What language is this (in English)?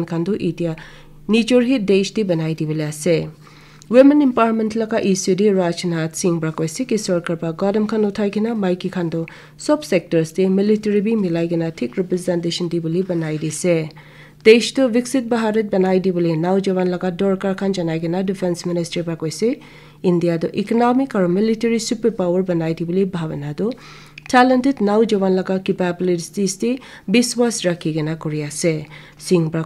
Naga Pidgin